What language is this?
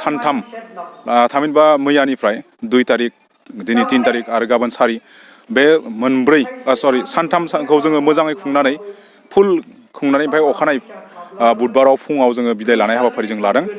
Bodo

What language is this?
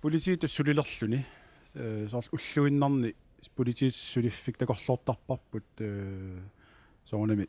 Kalaallisut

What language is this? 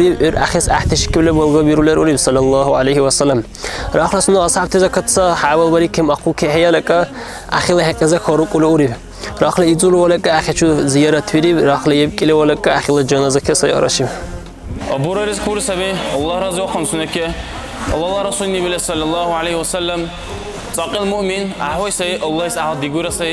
Dargwa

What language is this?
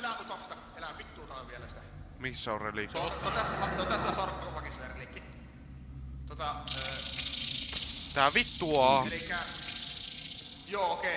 Finnish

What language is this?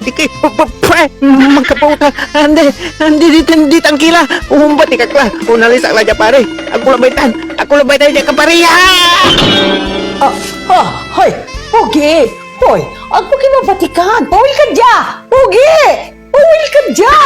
Pangasinan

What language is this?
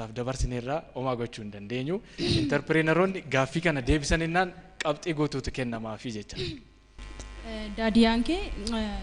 Oromo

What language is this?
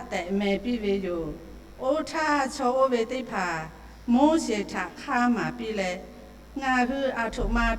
Lahu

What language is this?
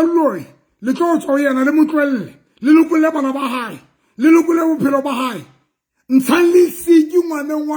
Southern Sotho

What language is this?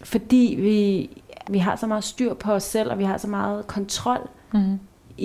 Danish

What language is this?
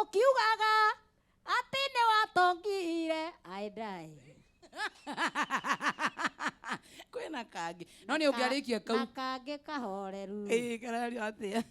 Kikuyu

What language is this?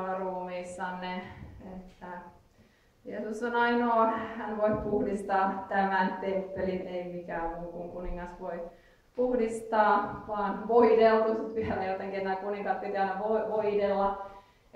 Finnish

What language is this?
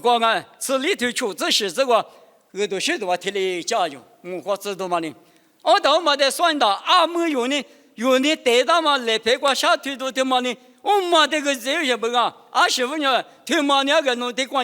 Lisu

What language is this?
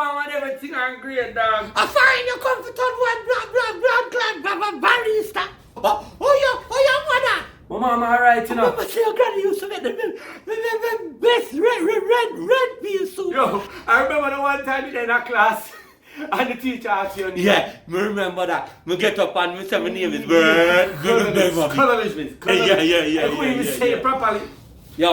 Jamaican Creole English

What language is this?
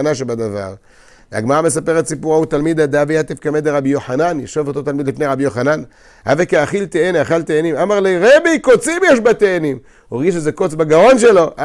Hebrew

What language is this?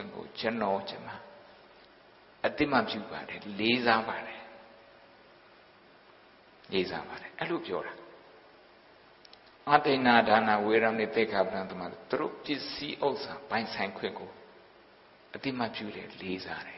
Burmese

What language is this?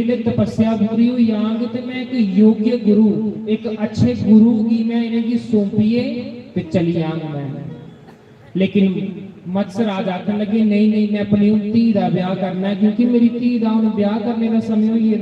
Dogri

